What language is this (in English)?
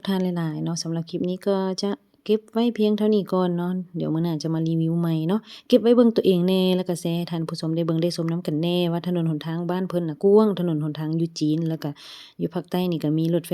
Lao